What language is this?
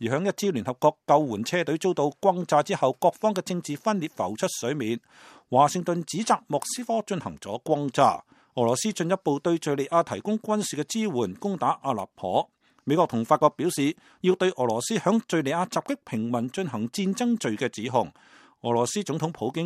Cantonese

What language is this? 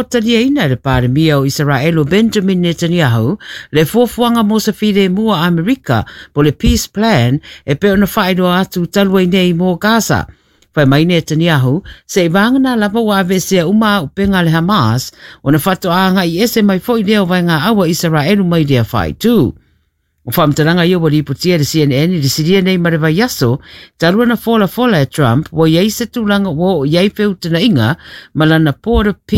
Samoan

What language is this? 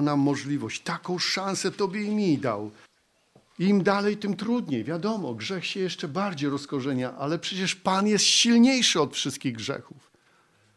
Polish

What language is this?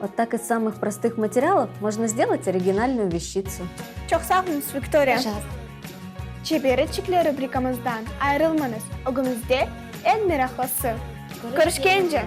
Crimean Tatar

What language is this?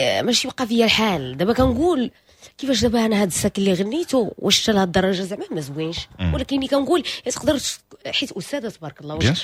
Moroccan Arabic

